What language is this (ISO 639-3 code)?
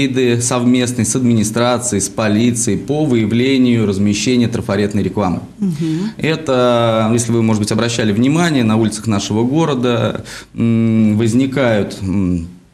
rus